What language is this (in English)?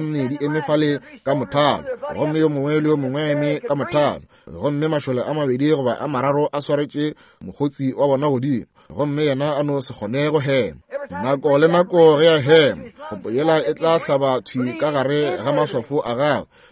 Northern Sotho